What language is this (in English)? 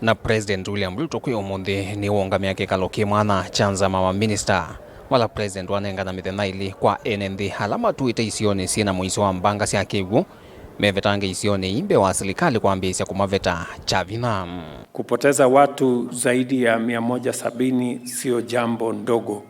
Kamba